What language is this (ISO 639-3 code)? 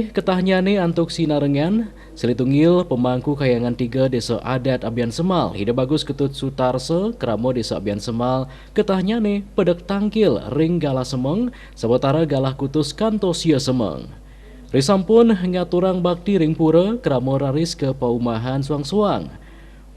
ban